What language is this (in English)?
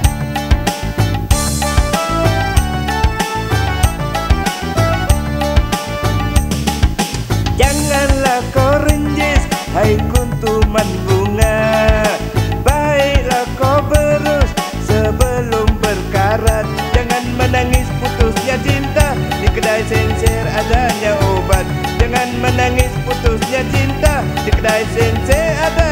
Malay